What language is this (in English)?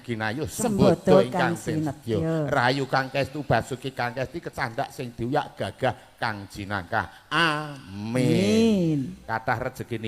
Javanese